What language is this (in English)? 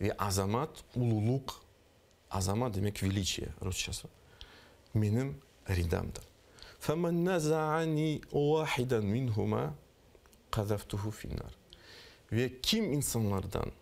Crimean Tatar